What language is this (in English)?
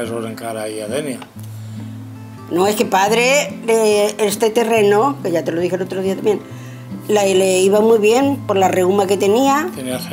Catalan